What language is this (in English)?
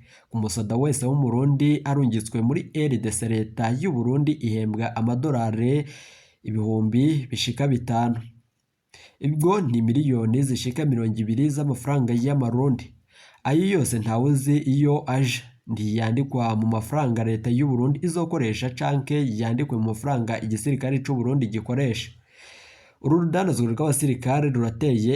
Rundi